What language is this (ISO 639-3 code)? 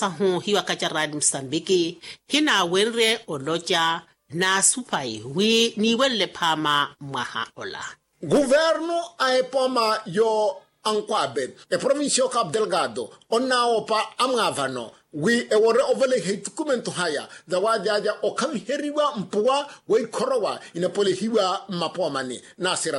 vmw